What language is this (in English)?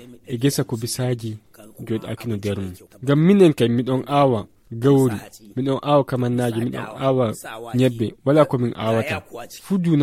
Fula